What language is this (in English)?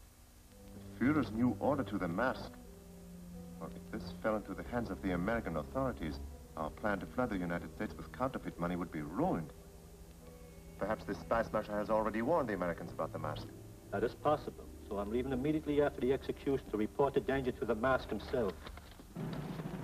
English